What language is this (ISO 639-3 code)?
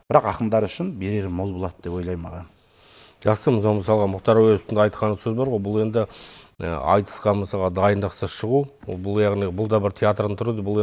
kaz